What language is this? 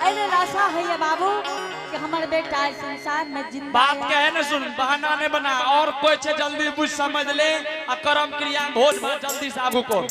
Angika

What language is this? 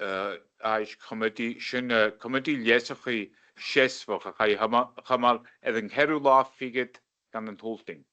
Scottish Gaelic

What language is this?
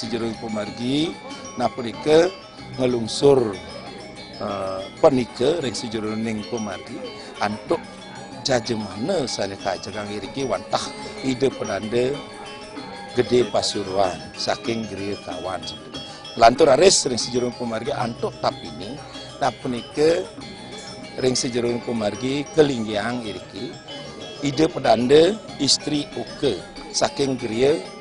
Balinese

